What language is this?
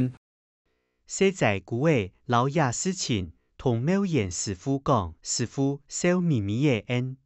Hakka Chinese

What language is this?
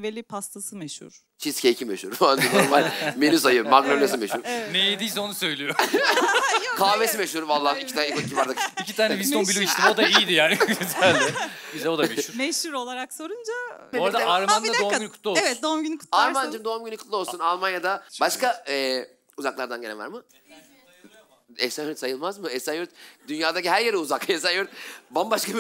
Turkish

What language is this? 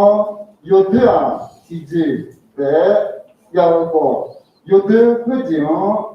Akha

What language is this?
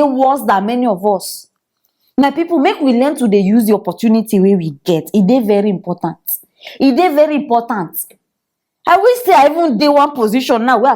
Nigerian Pidgin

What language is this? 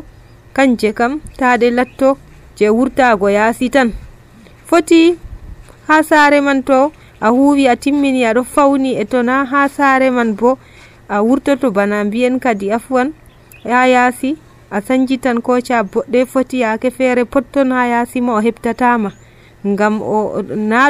Nigerian Fulfulde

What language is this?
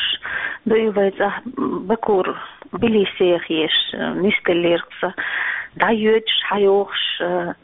Chechen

